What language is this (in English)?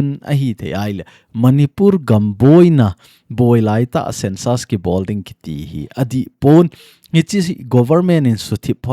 Thado Chin